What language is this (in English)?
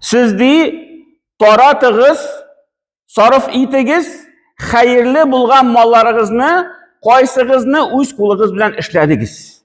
Tatar